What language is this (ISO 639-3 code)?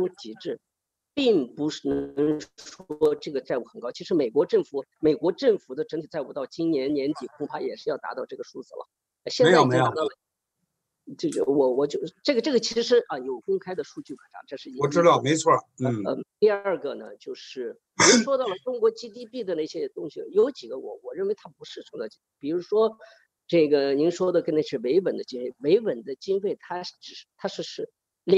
zho